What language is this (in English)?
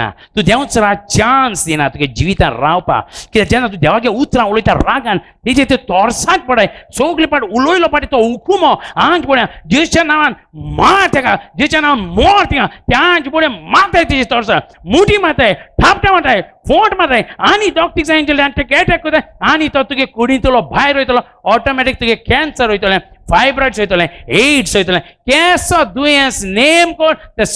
Konkani